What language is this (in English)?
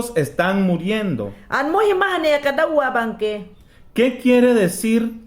Mayangna